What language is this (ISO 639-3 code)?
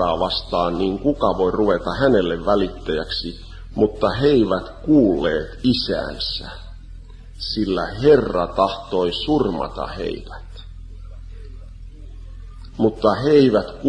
fin